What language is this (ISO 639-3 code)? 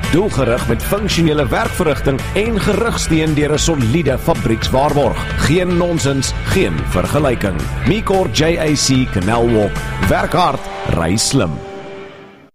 afr